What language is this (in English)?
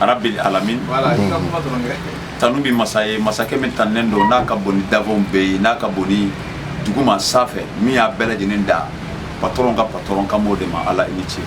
Bambara